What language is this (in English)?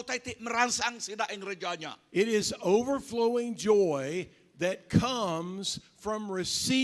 Iban